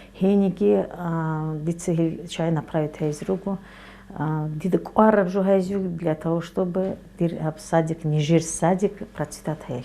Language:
Avaric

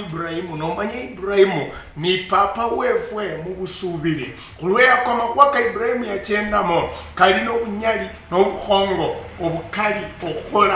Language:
Luyia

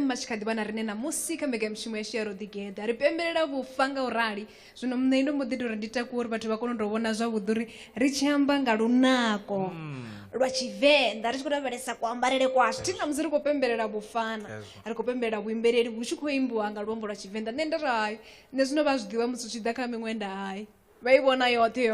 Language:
Venda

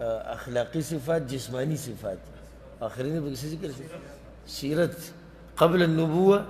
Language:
Pashto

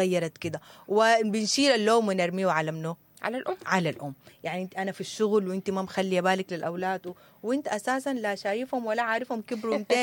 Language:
Sudanese Arabic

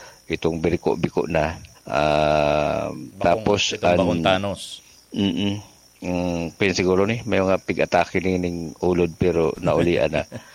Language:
Bikol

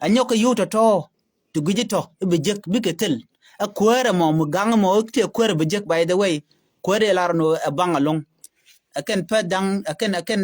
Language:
Nuer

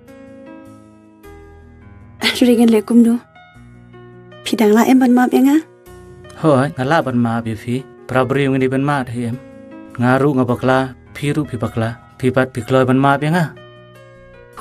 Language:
Khasi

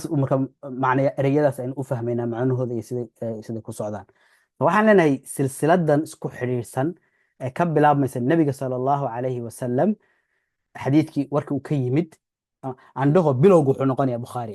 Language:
Somali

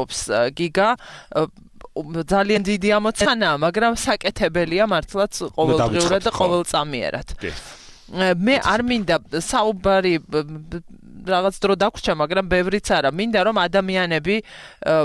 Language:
Georgian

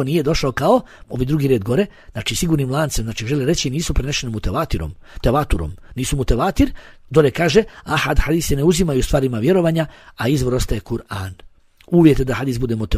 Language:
Bosnian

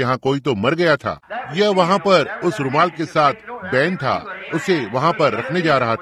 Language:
Hindi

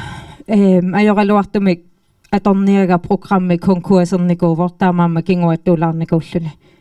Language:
Kalaallisut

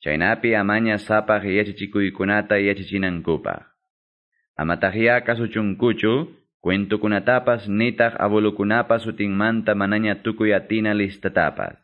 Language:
Quechua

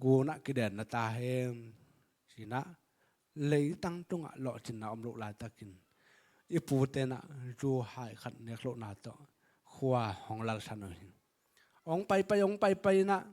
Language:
Tedim Chin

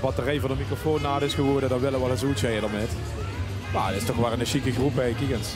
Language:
Limburgish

